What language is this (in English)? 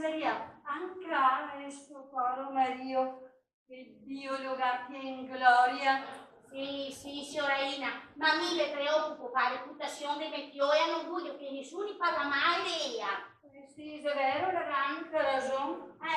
Venetian